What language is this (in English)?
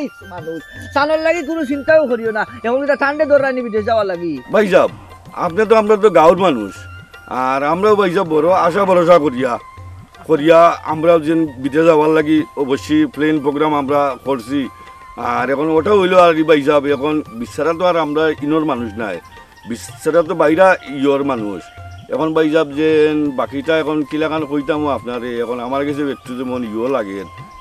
Sylheti